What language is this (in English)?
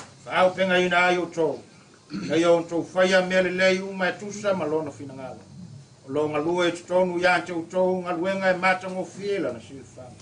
Samoan